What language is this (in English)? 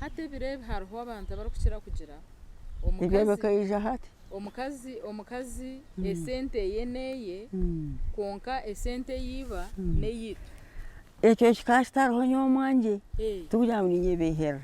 Nyankole